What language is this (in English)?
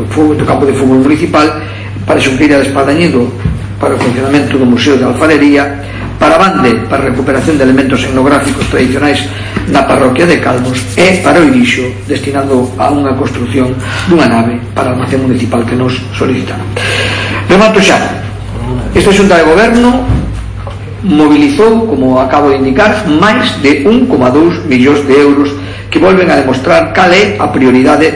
Galician